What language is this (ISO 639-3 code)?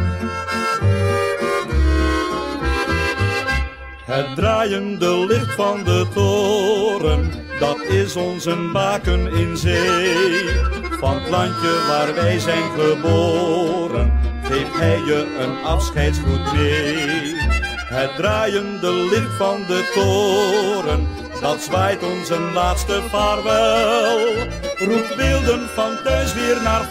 nld